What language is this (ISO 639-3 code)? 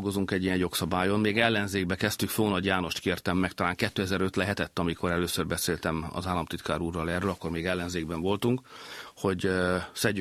hun